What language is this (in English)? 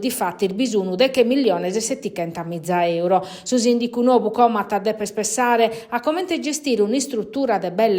Sardinian